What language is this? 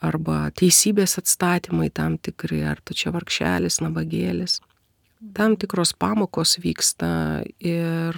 Lithuanian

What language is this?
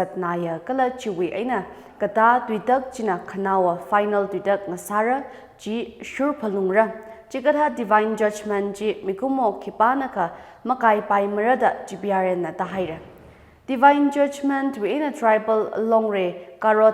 Tangkhul Naga (India)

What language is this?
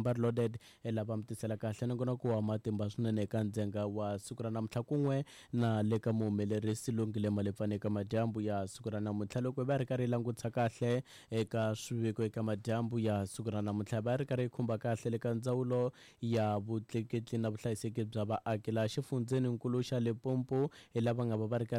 Tsonga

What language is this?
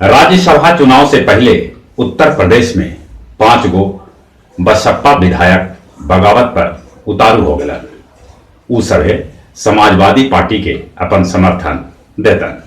Magahi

